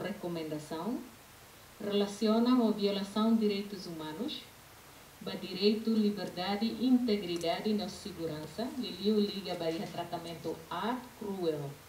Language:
Tetum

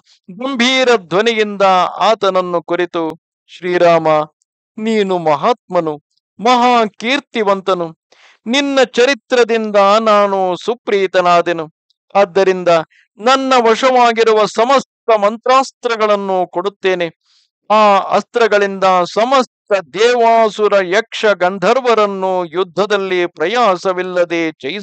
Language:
Kannada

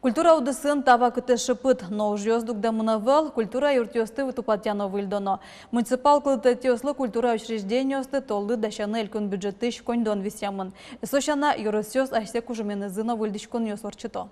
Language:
Udmurt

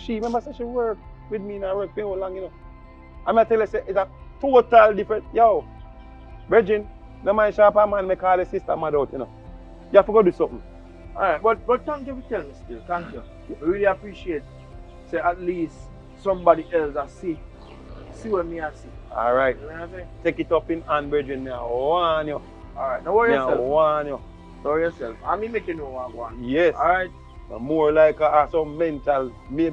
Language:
Jamaican Creole English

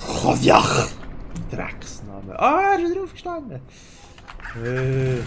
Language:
Swiss German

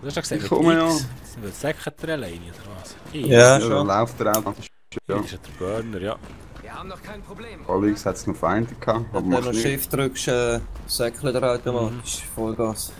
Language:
Swiss German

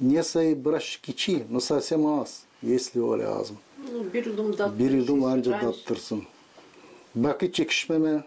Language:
Gagauz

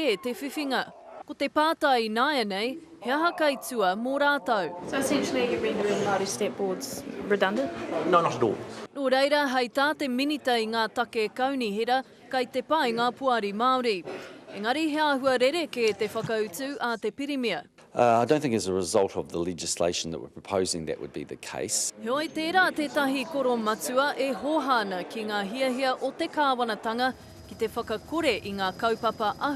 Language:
Māori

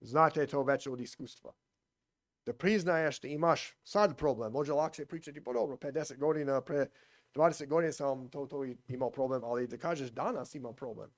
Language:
Serbian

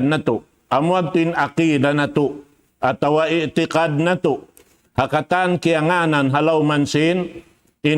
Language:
Tausug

